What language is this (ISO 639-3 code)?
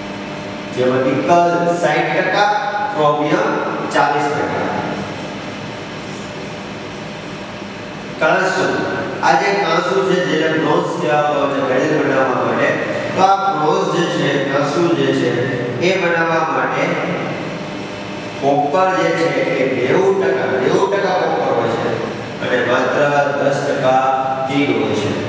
guj